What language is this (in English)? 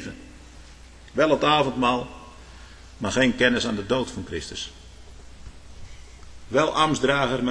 Dutch